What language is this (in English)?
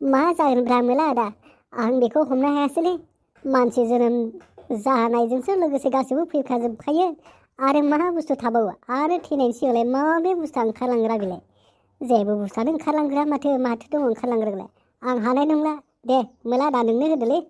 Bodo